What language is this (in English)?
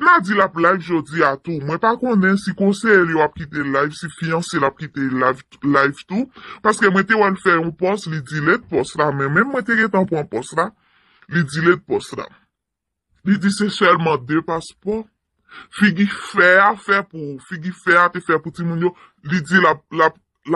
Haitian Creole